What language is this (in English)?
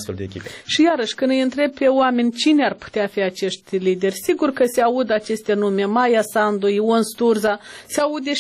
Romanian